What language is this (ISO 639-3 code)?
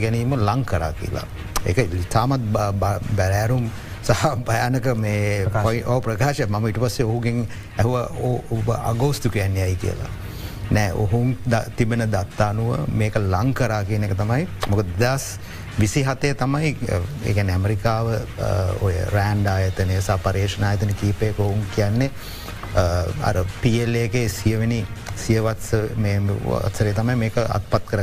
sin